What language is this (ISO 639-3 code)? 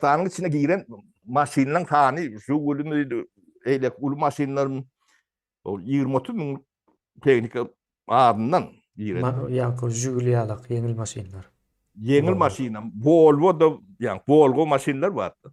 tuk